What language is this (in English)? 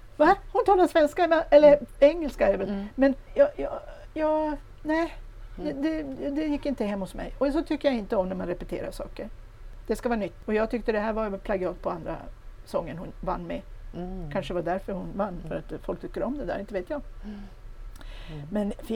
Swedish